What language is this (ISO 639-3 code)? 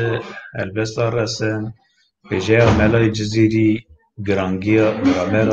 kur